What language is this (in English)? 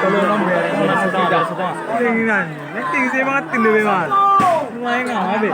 Batak Toba